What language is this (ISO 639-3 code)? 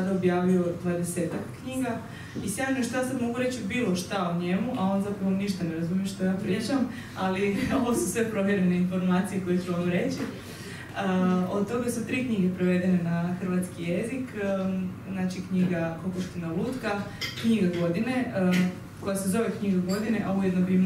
hrv